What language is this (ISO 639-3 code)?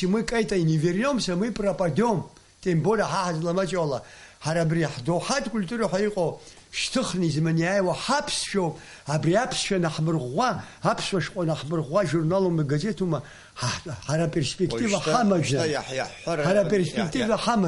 abk